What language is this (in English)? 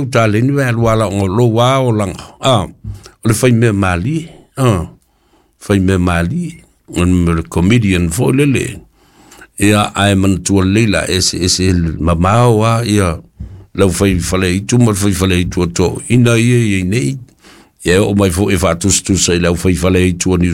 Samoan